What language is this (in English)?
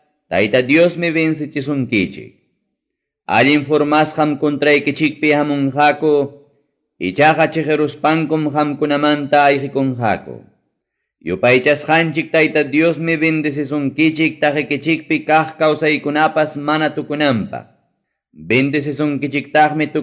Ayacucho Quechua